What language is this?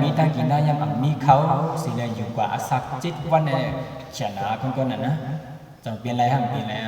Shan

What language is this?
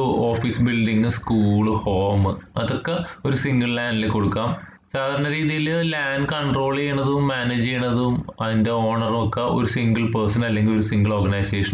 Malayalam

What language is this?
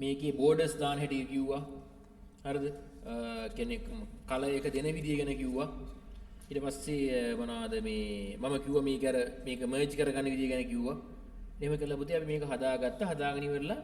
Sinhala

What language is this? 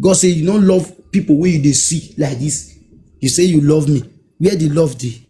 Nigerian Pidgin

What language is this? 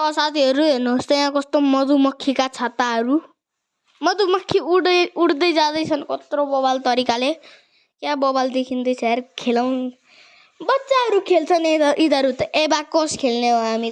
Nepali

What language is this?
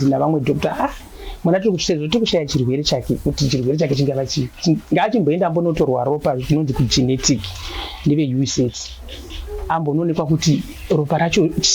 Shona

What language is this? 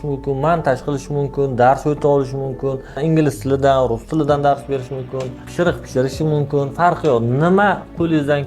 Uzbek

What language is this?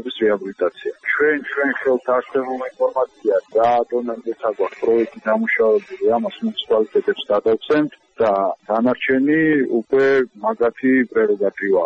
Georgian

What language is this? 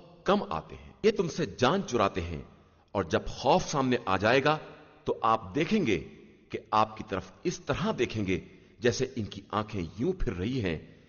Urdu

